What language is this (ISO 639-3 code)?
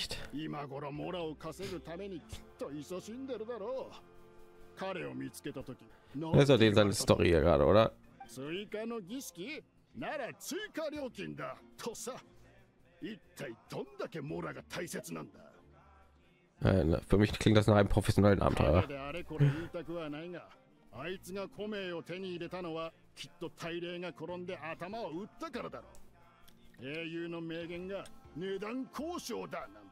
jpn